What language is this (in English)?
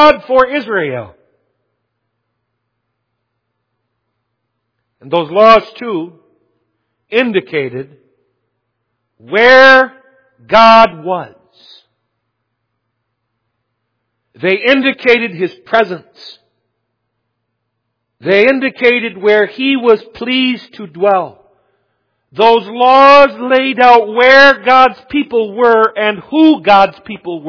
English